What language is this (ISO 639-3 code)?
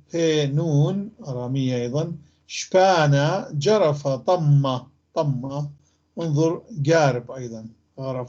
apc